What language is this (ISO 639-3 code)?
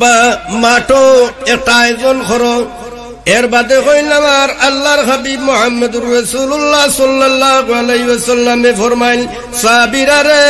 syl